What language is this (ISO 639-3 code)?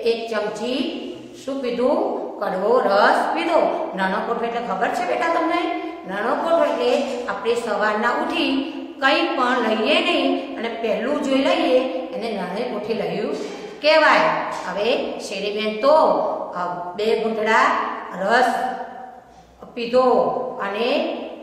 guj